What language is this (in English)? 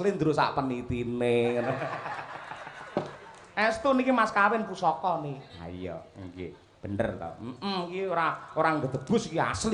Javanese